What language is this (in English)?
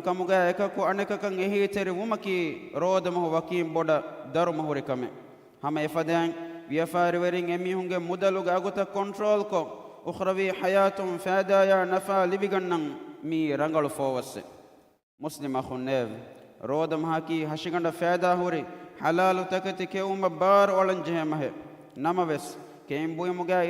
Divehi